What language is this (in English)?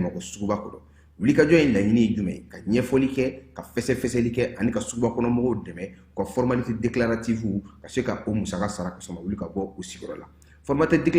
Bambara